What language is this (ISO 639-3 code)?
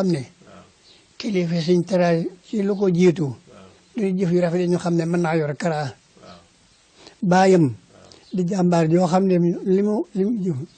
wol